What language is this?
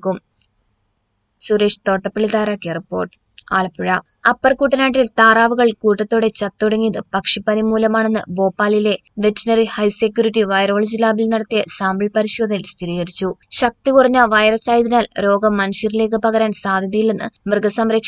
Malayalam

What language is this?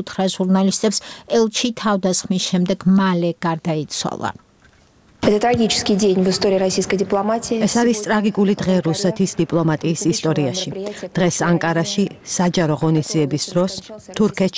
Georgian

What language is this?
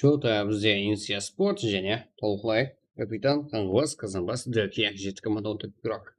Kara-Kalpak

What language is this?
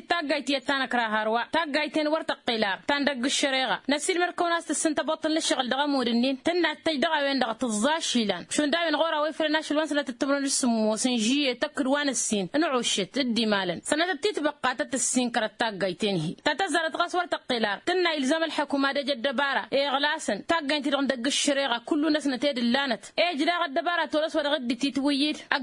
Tamasheq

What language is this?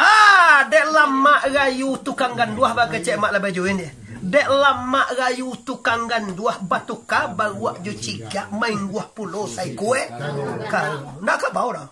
Minangkabau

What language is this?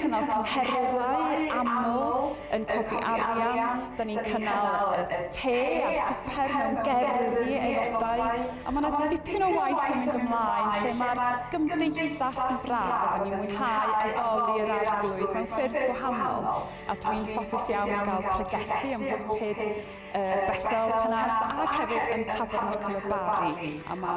Welsh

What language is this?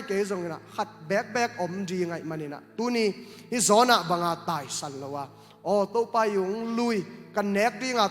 Tedim Chin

